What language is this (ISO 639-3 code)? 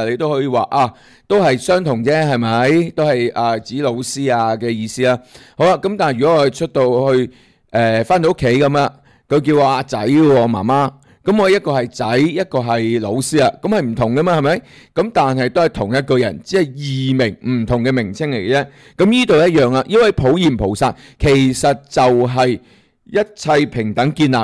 yue